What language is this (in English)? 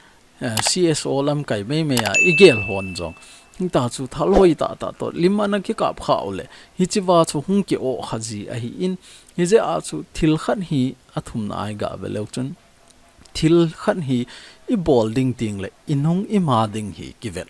Thado Chin